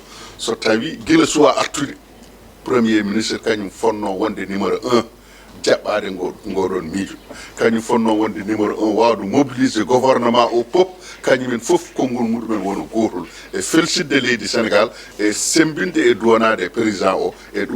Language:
Fula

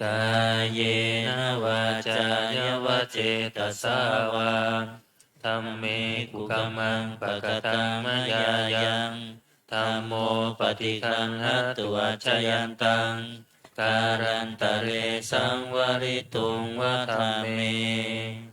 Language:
Pali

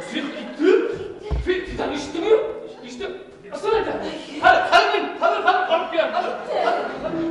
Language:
Bashkir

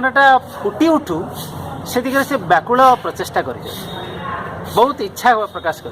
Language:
Odia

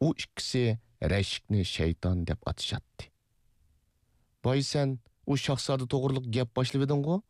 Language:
Uyghur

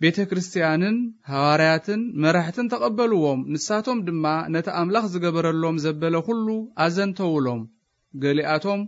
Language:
Tigrinya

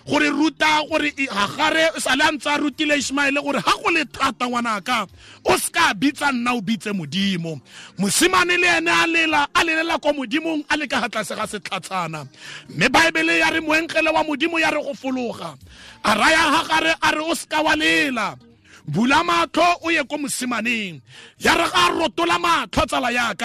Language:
Tswana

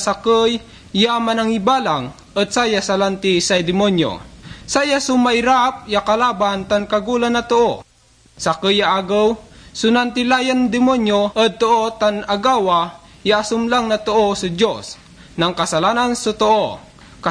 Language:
Pangasinan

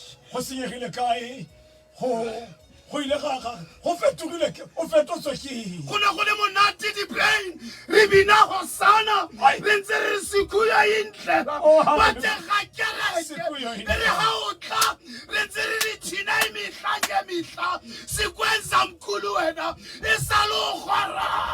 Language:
Tswana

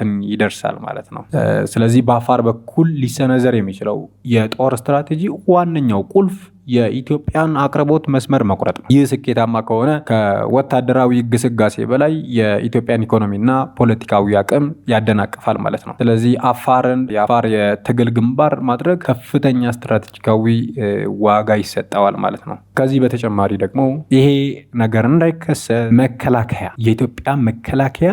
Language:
Amharic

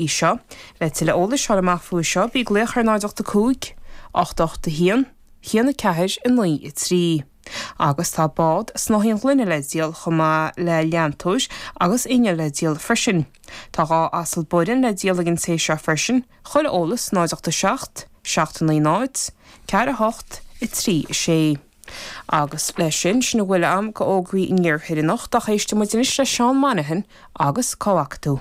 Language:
Irish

